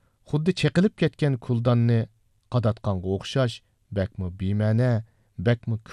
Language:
Uyghur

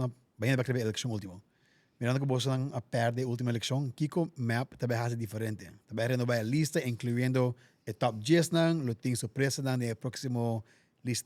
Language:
Papiamento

